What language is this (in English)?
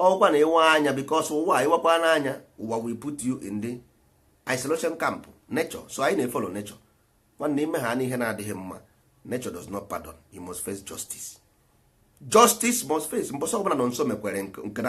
Igbo